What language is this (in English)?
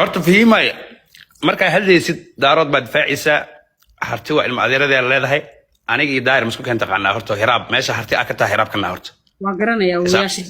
Somali